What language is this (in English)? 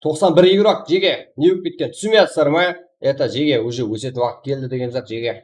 Kara-Kalpak